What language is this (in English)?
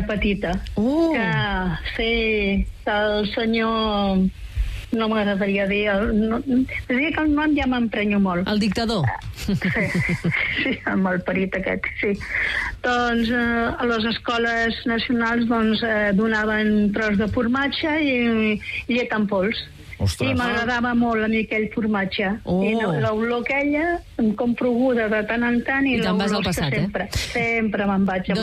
Catalan